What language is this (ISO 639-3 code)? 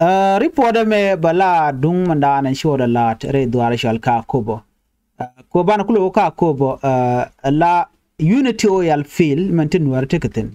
nus